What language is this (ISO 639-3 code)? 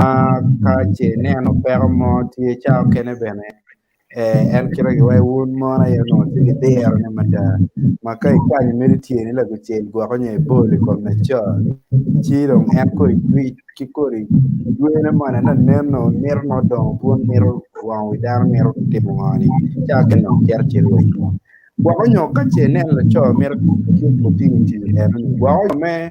ach